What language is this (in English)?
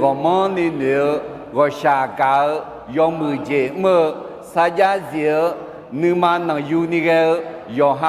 Akha